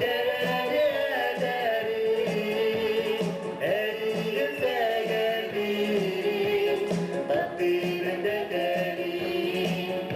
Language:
Yakut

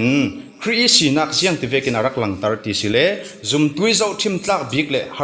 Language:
Falam Chin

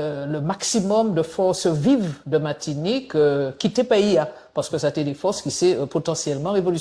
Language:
Guadeloupean Creole French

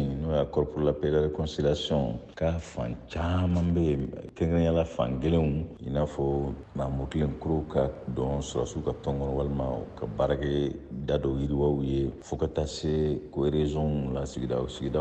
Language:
Bambara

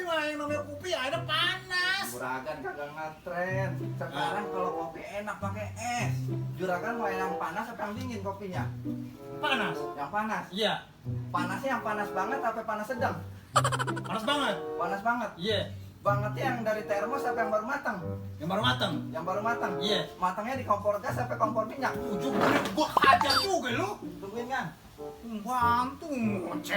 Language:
Betawi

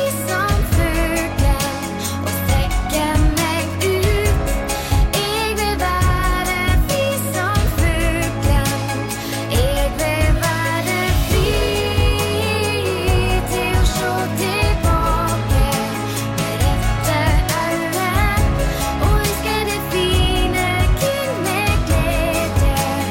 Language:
Norwegian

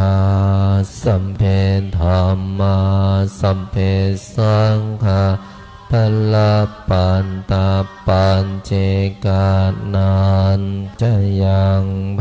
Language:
Pali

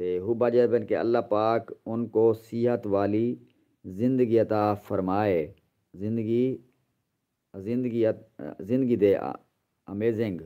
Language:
Saraiki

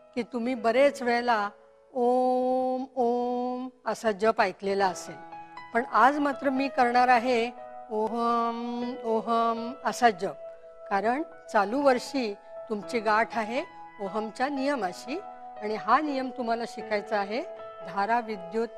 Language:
Marathi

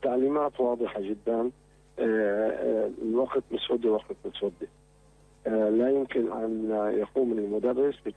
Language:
North Levantine Arabic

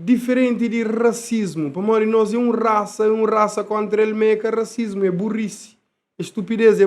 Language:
Kabuverdianu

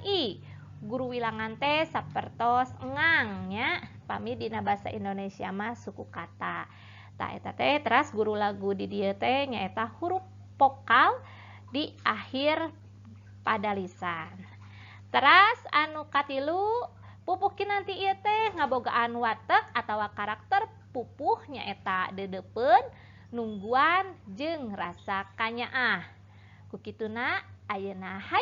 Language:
Sundanese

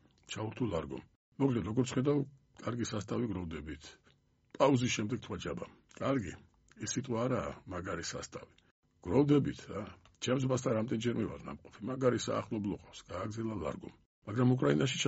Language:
Georgian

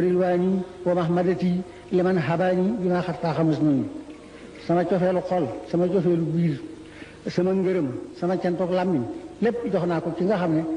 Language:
Wolof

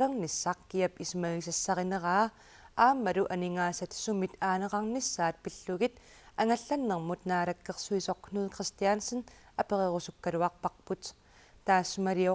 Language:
Kalaallisut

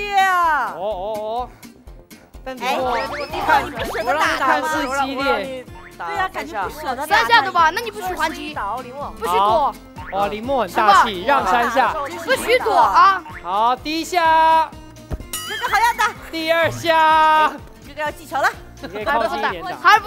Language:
Chinese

